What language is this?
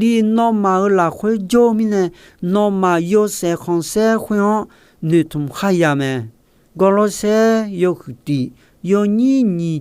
Akha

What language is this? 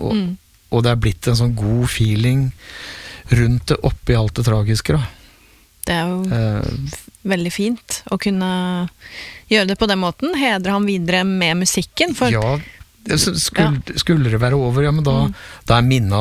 Norwegian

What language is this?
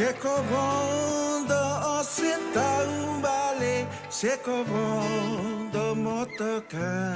Fijian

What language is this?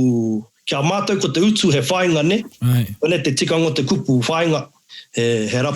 Māori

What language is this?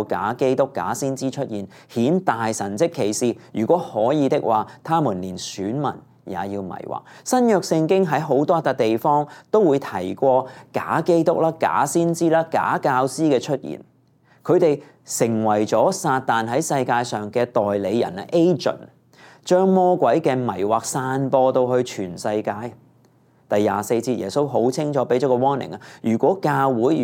Cantonese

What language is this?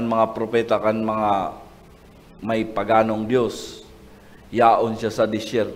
Bikol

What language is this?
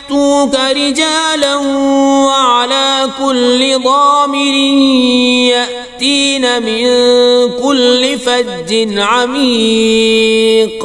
Kashmiri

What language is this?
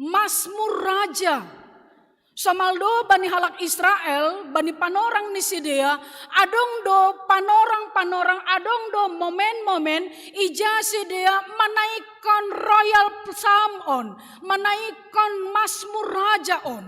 Batak Simalungun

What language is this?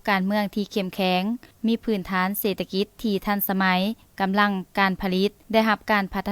Lao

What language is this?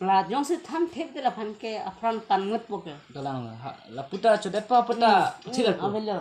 Karbi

